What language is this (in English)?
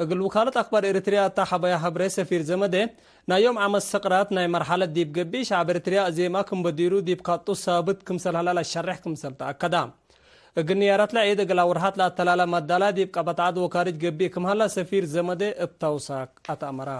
Tigre